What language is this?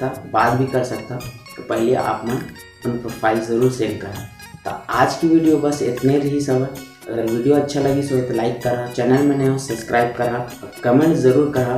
Chhattisgarhi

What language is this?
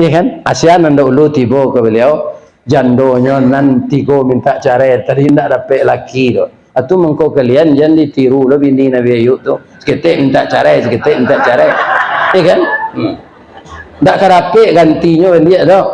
Minangkabau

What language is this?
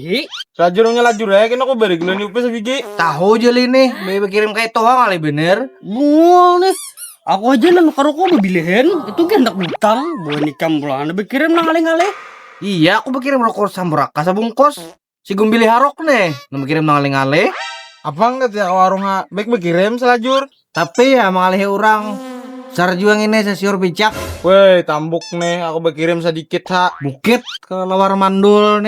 Banjar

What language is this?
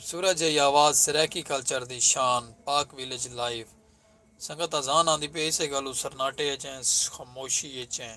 Saraiki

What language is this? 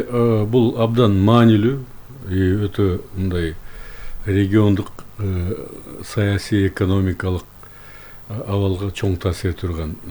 Kyrgyz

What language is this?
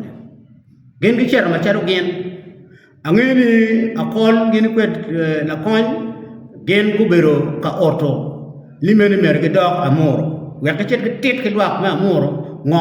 Acoli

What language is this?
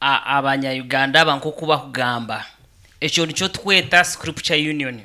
Nyankole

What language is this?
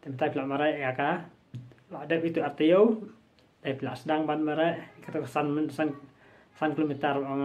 Khasi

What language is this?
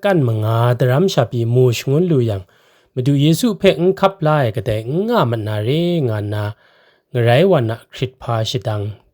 Kachin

